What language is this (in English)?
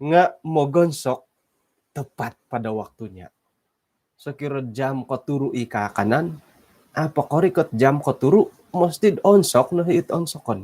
Central Dusun